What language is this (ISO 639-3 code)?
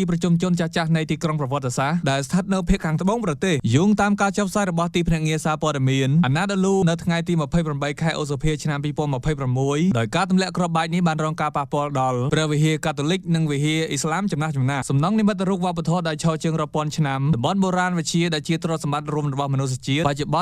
khm